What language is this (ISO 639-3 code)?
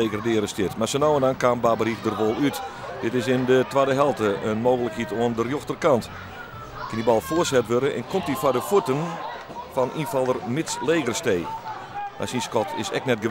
fry